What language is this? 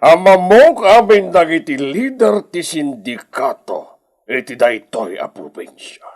Iloko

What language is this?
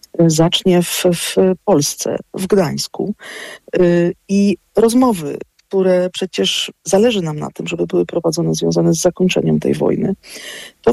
Polish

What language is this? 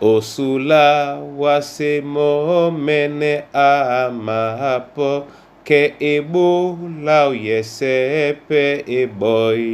Duala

